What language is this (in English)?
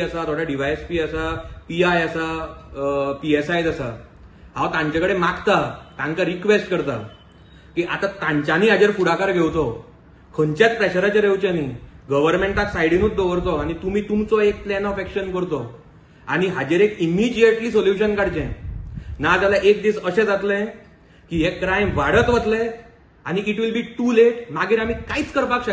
Konkani